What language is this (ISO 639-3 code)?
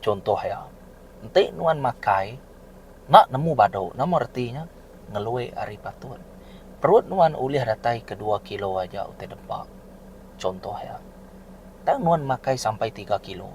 iba